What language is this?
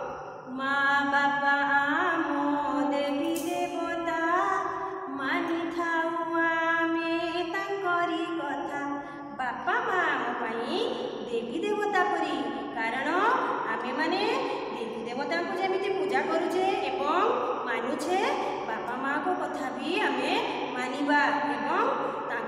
Odia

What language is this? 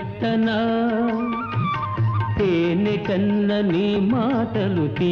Telugu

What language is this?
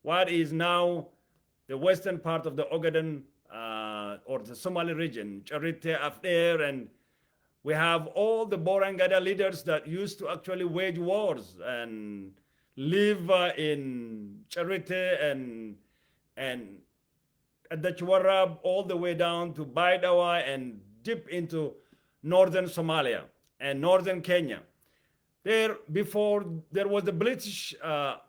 English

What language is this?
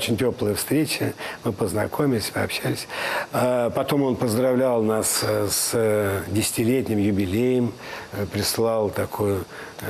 Russian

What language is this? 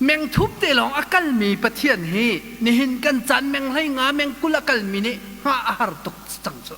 Hakha Chin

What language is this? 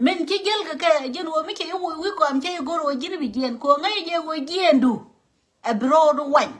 Nuer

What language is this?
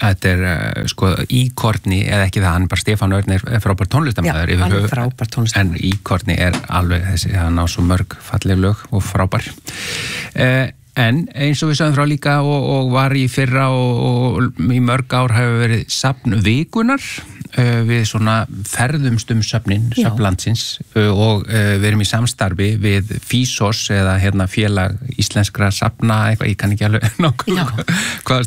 Icelandic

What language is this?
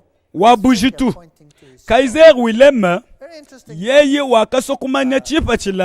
Luba-Lulua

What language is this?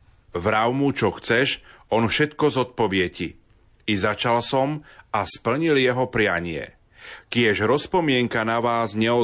Slovak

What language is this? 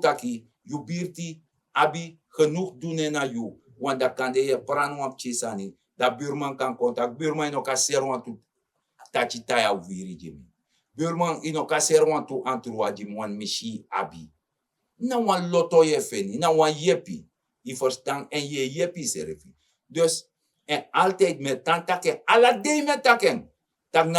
Sranan Tongo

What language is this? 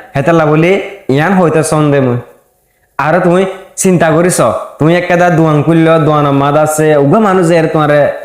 Rohingya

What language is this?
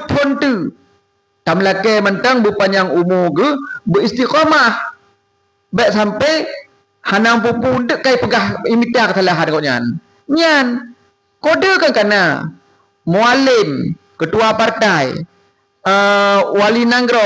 Achinese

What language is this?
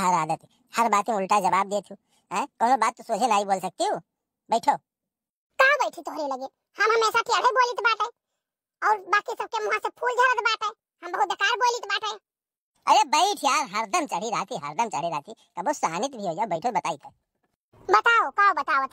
Awadhi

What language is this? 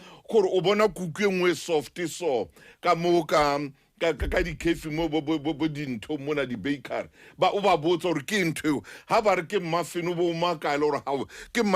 Southern Sotho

